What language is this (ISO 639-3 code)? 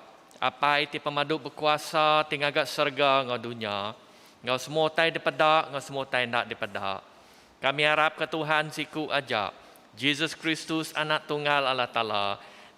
iba